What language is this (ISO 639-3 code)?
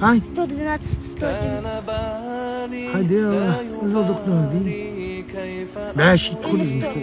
inh